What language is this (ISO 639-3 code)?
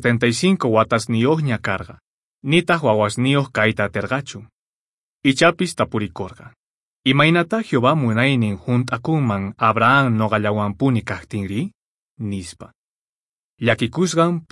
que